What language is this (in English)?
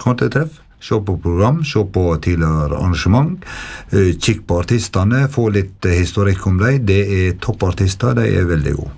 Norwegian